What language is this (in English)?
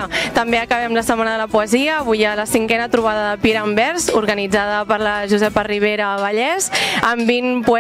Catalan